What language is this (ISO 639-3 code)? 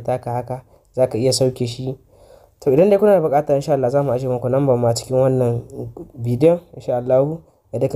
hau